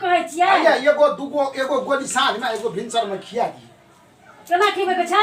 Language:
Maithili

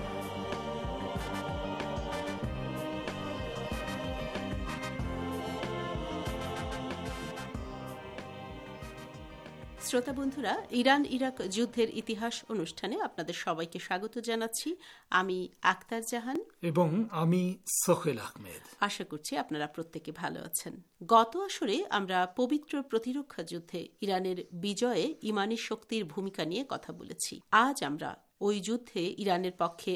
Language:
Bangla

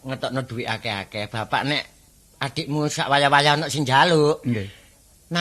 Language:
Javanese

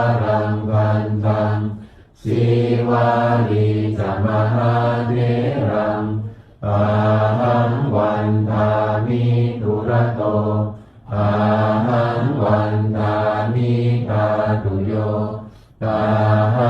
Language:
Pali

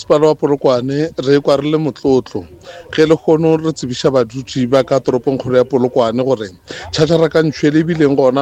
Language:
Northern Sotho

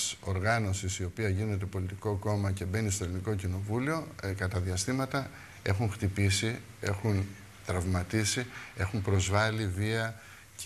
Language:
Greek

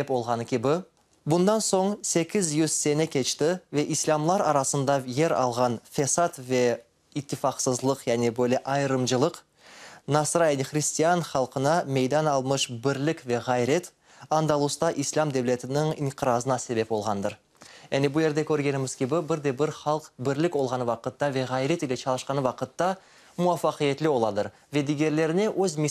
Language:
Crimean Tatar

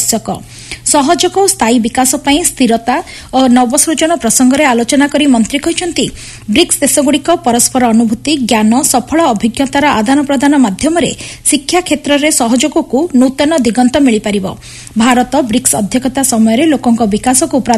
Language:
Odia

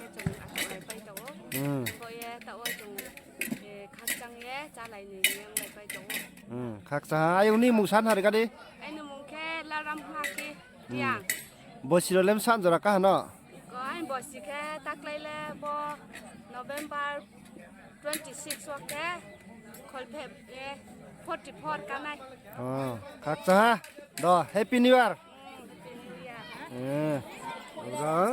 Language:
Riang (India)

